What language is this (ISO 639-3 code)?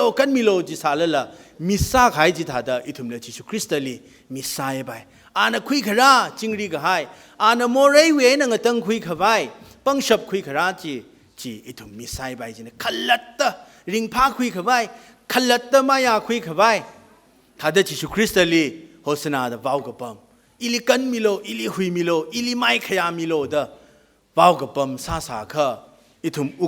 nmf